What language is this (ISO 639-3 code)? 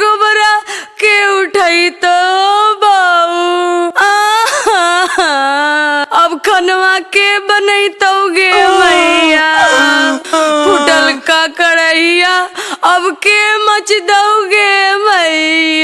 mag